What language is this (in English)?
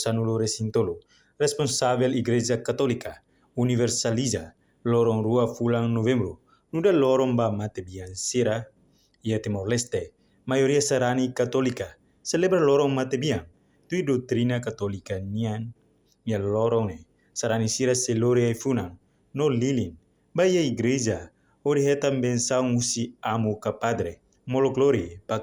Tetum